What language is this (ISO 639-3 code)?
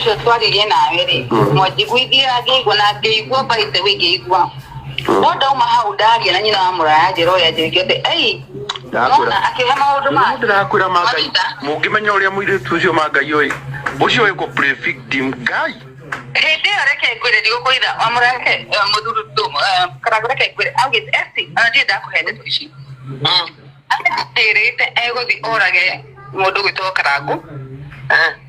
kik